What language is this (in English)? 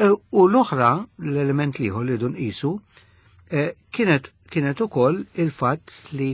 Maltese